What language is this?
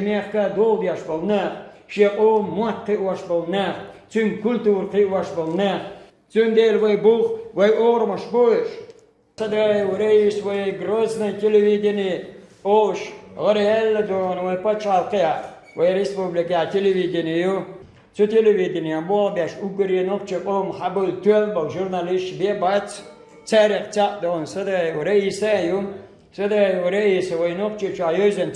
Chechen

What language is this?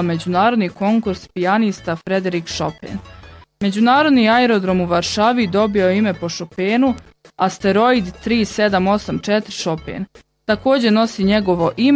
Bosnian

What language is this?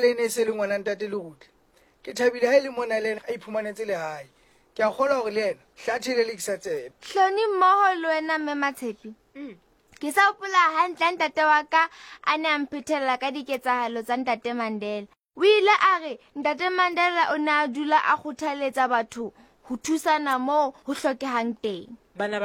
Southern Sotho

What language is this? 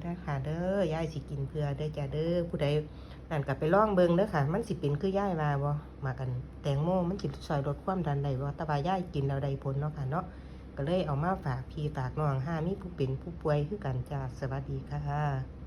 Northeastern Thai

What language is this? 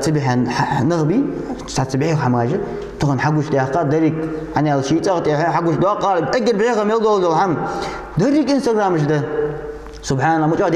Ingush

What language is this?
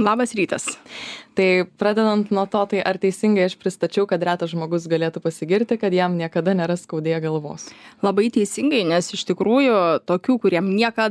Lithuanian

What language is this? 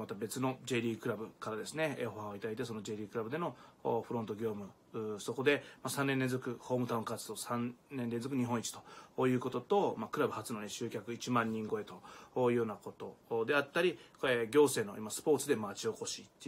Japanese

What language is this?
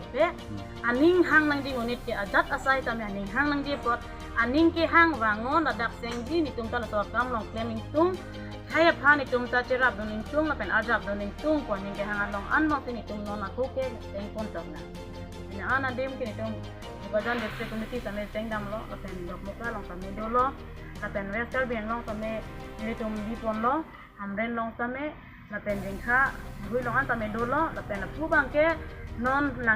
Karbi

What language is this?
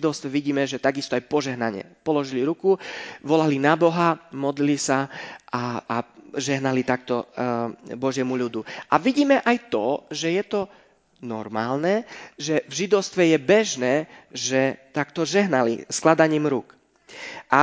Slovak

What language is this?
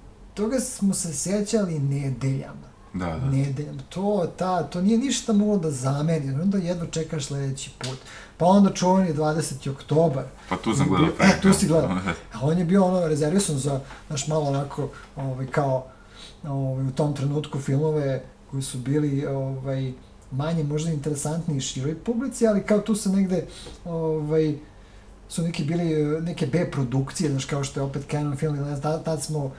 Serbian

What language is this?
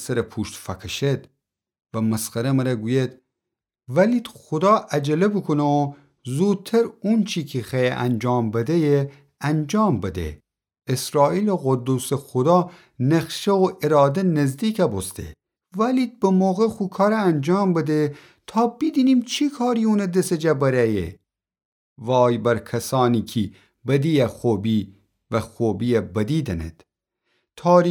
Gilaki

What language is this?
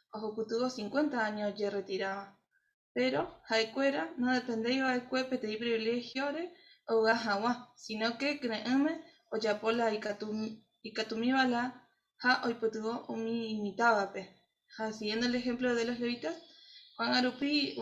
Guarani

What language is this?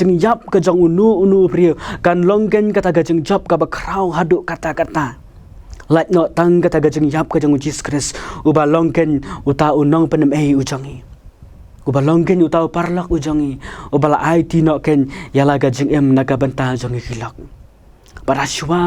Khasi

